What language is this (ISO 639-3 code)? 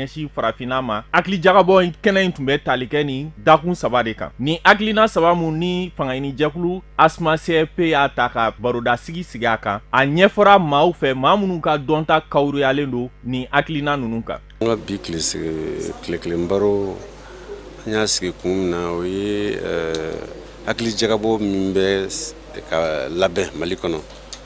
bam